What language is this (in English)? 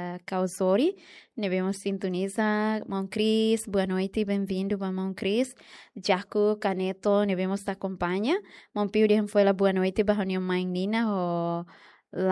Tetum